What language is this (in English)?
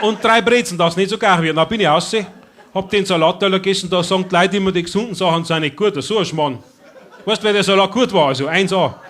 Bavarian